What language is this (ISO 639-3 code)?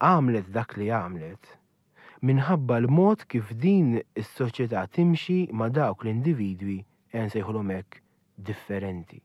mlt